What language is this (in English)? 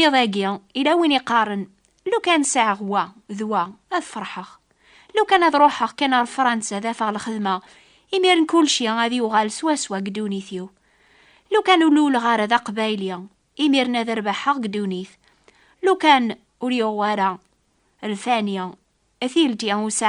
Kabyle